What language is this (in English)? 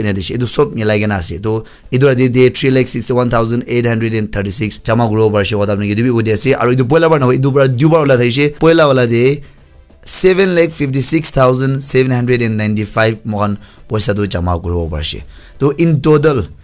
Naga Pidgin